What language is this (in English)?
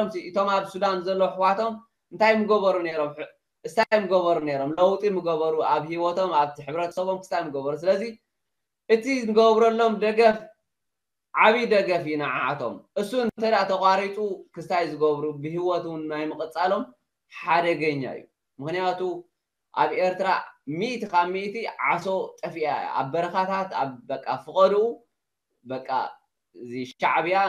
Tigrinya